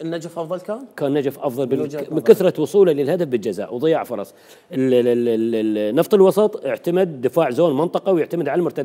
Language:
Mesopotamian Arabic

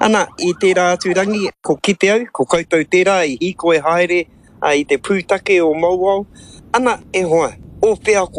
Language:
Māori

